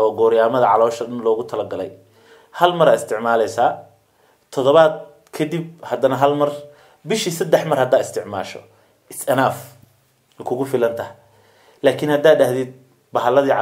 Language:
Somali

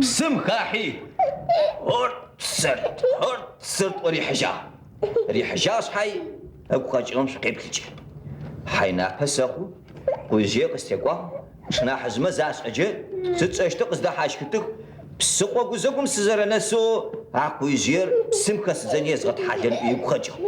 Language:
Adyghe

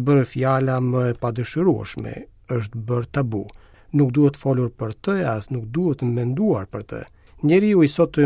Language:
Albanian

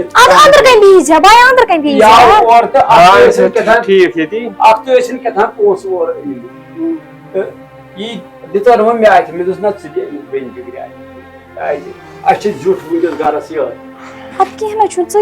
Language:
Kashmiri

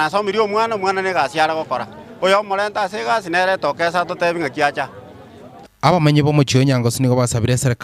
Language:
Gusii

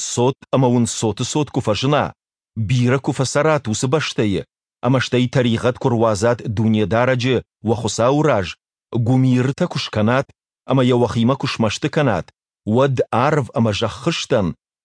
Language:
Ossetic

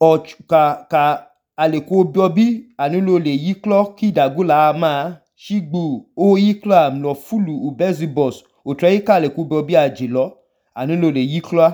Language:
Idoma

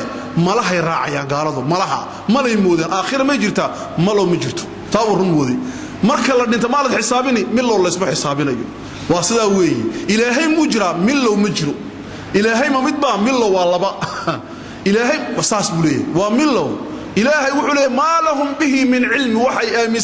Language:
Somali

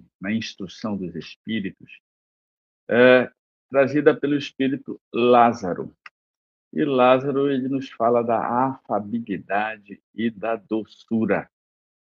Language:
Portuguese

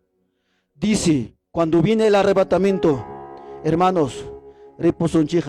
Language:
Ayacucho Quechua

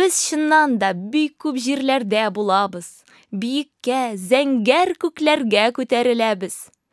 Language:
Tatar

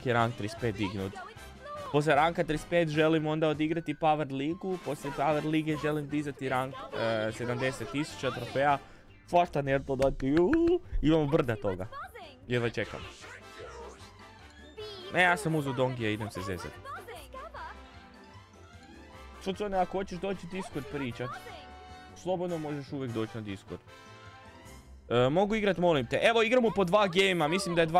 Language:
Croatian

